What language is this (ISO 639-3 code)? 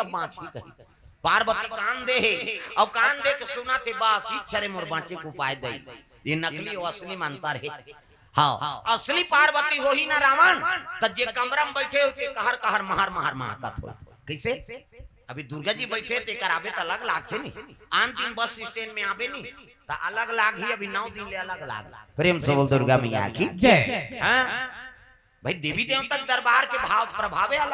hne